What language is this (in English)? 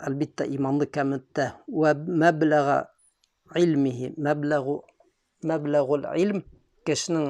Bashkir